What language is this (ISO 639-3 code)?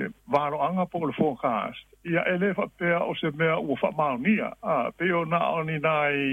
smo